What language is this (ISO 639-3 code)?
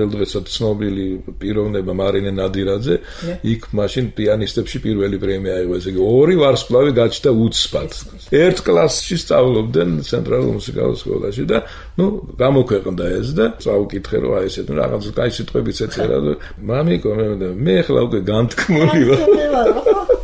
kat